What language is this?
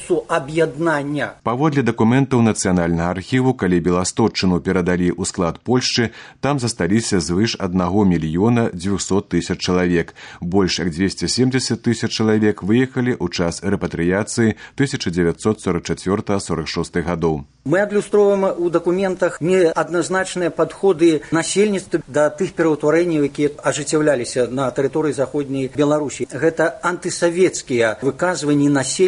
Belarusian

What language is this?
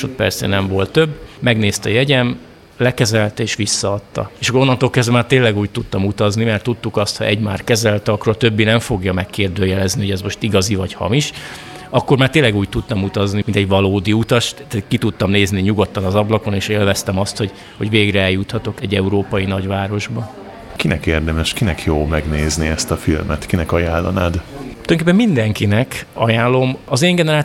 Hungarian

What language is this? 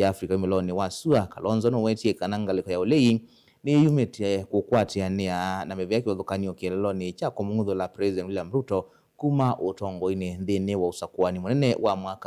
Kamba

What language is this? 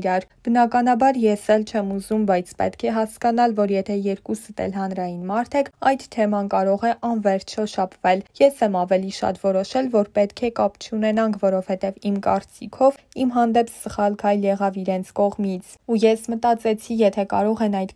Armenian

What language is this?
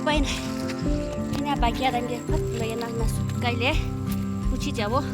Naga Pidgin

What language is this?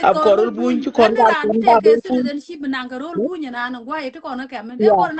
Nuer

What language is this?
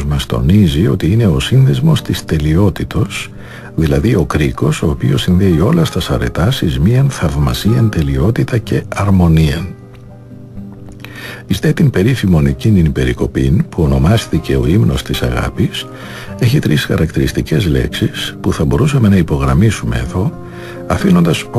Greek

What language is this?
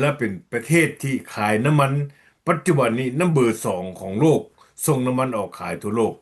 Lao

